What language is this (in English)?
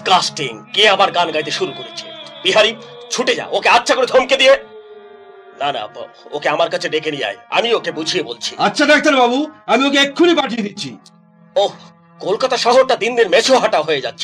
Bangla